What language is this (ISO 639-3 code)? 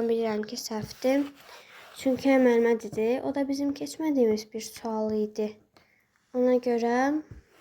aze